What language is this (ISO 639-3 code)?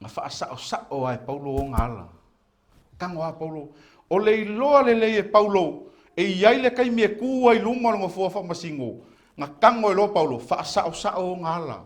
smo